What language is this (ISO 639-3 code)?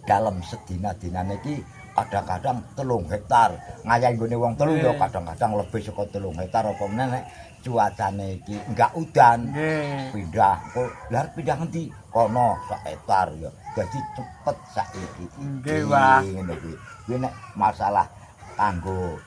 jav